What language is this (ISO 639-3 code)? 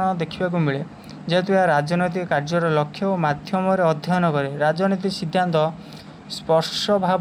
ori